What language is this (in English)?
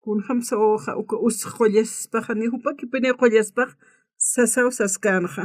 Aymara